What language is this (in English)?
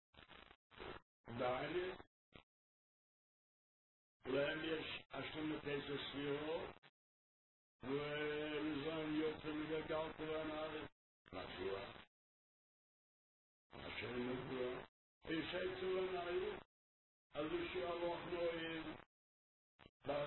Hebrew